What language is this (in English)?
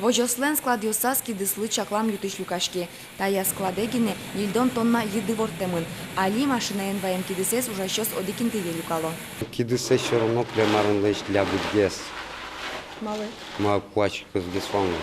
Udmurt